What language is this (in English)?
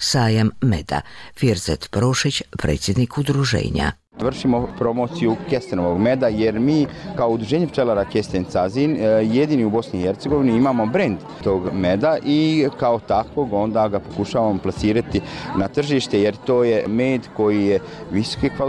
Bosnian